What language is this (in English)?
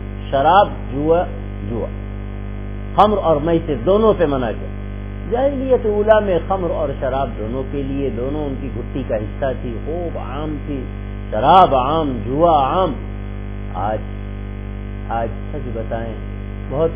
Urdu